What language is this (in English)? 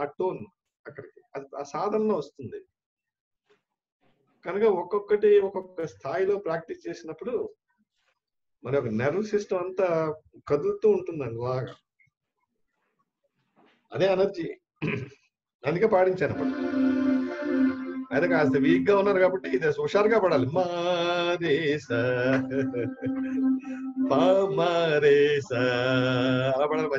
Telugu